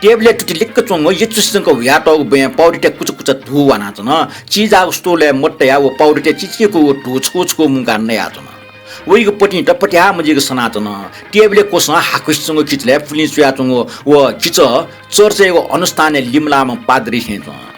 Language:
Newari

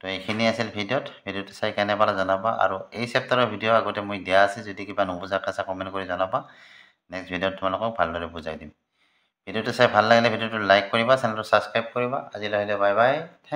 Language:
Assamese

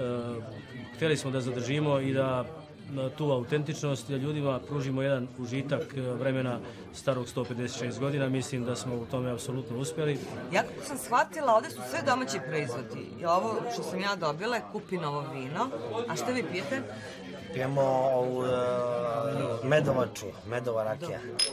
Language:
Serbian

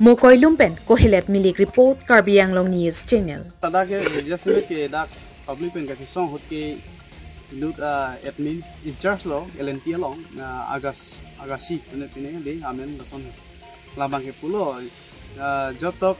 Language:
Karbi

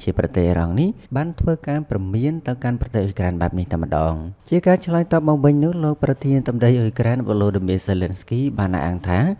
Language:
Khmer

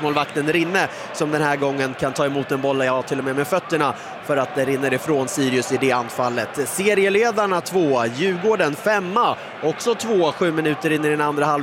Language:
Swedish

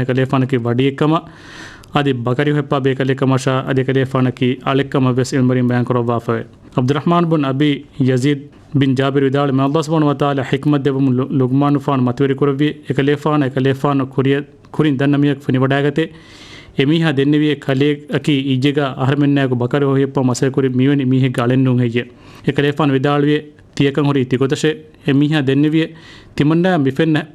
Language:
Divehi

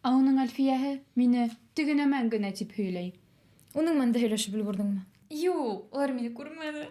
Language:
Bashkir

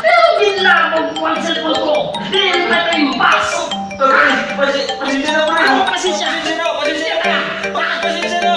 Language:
Waray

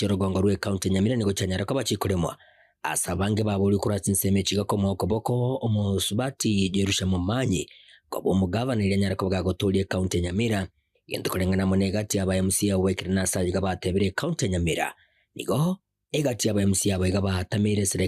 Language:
Gusii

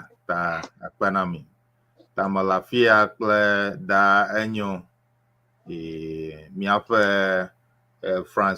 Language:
Ewe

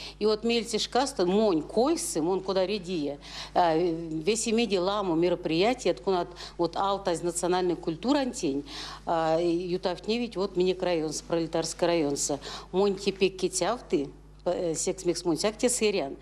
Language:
Erzya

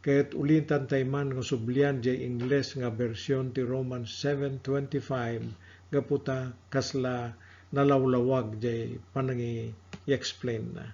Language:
Iloko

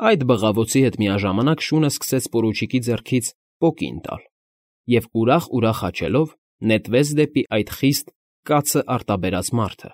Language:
Armenian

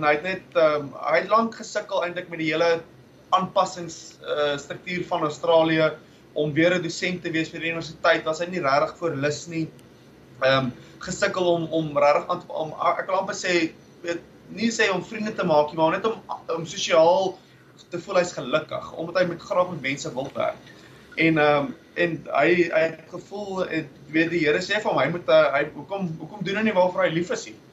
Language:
Afrikaans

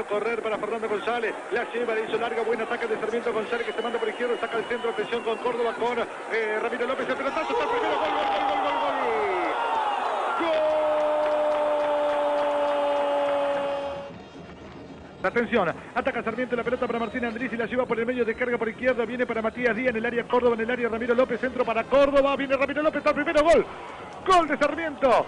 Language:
Spanish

